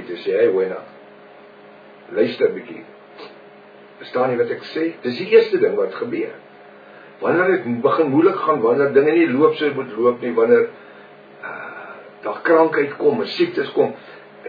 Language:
Afrikaans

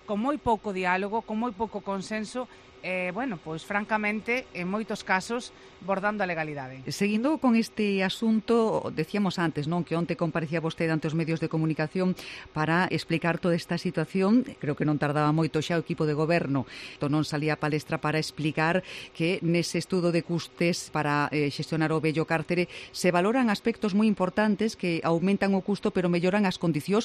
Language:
Galician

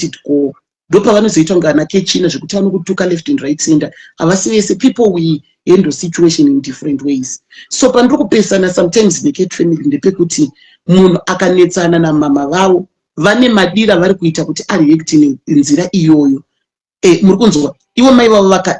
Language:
Shona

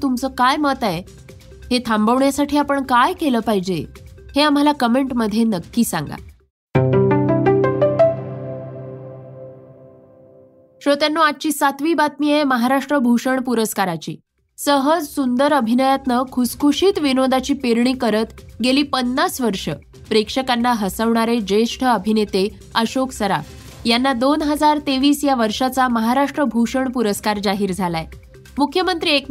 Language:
Marathi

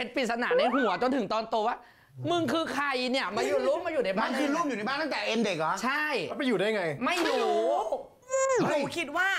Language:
Thai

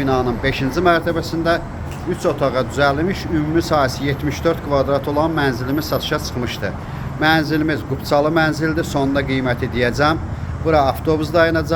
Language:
Azerbaijani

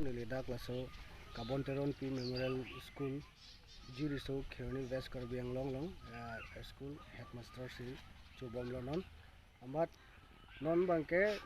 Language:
Karbi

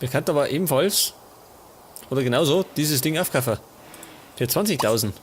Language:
Bavarian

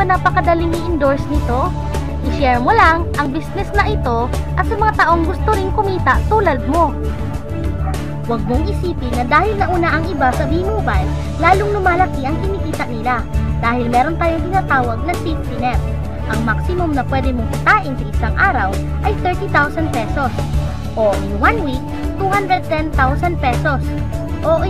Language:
Filipino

